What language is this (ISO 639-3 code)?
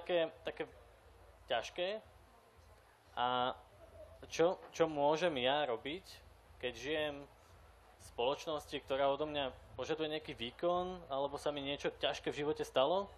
slk